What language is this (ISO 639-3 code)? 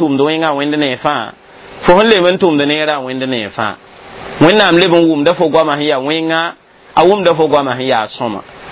mos